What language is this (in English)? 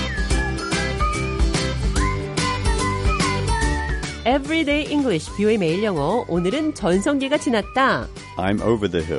Korean